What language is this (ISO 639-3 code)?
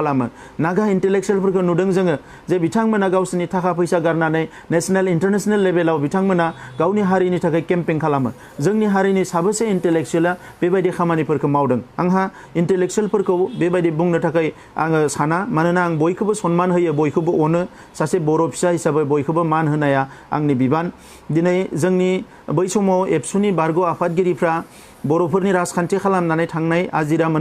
brx